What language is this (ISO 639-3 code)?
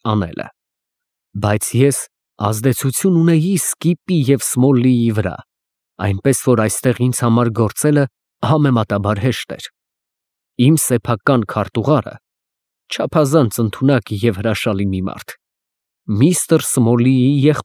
hye